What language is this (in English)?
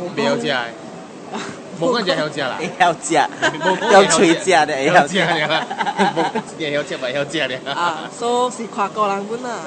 Min Nan Chinese